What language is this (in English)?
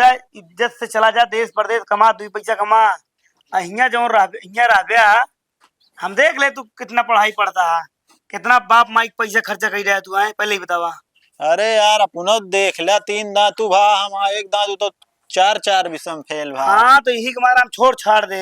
Awadhi